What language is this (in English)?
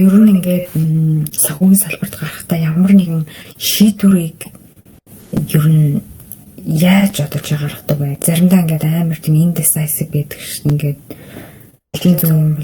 Mongolian